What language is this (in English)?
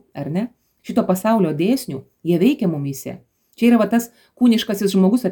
Lithuanian